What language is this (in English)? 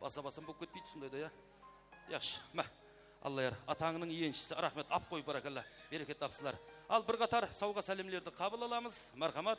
Kara-Kalpak